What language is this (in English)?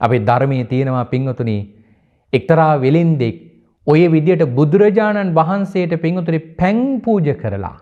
Sinhala